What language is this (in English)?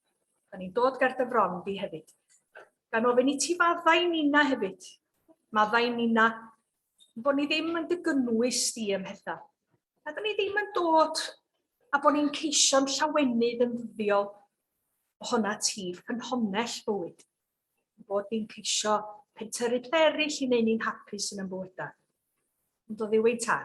Welsh